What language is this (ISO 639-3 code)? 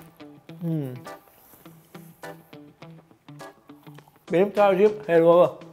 tur